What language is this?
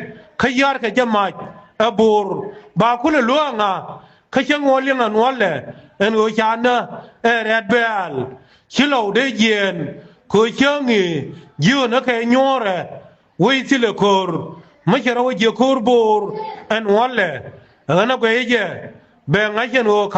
Nuer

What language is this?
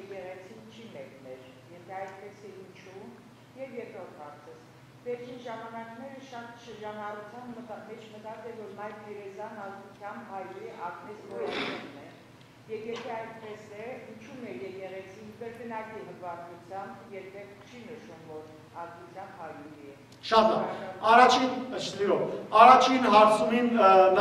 Western Armenian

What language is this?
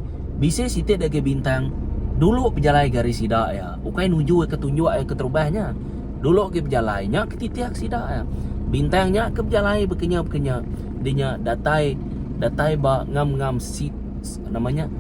Iban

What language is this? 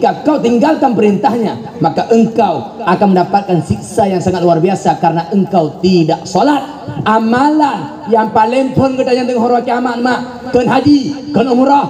Achinese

